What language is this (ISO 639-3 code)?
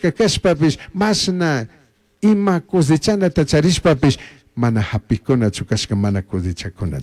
qug